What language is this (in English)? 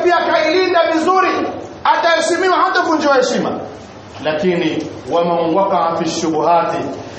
Swahili